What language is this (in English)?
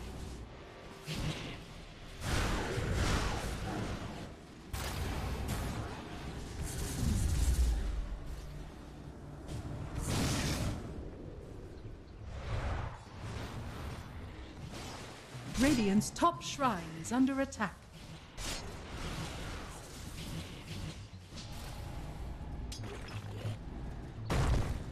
English